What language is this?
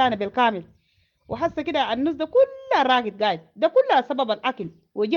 Sudanese Arabic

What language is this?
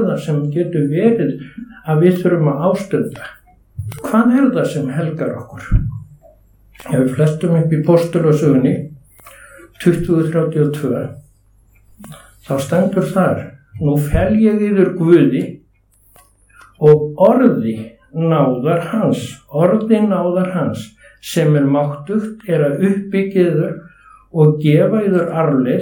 Icelandic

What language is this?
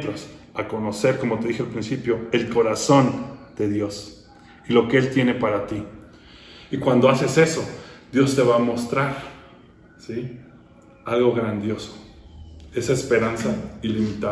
Spanish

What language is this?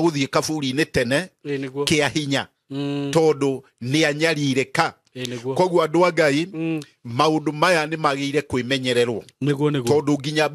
Kikuyu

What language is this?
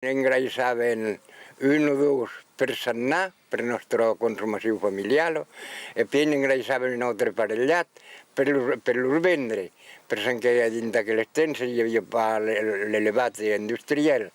Occitan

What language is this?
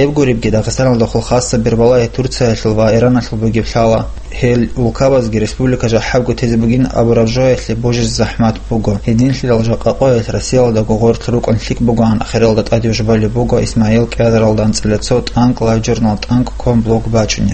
Avaric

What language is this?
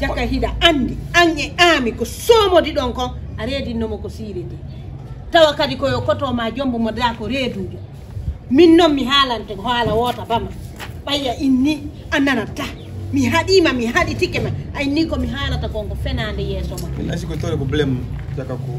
Fula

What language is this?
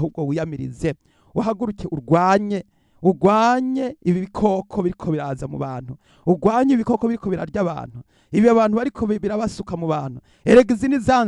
Rundi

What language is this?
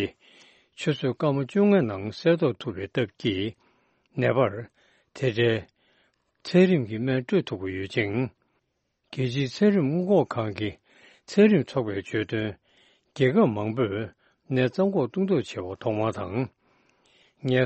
Tibetan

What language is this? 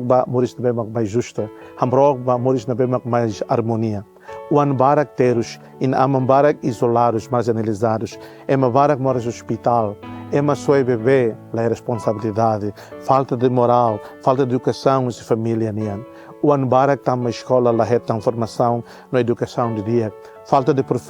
Tetum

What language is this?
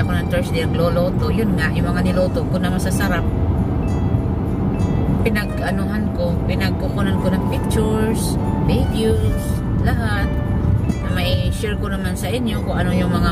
Filipino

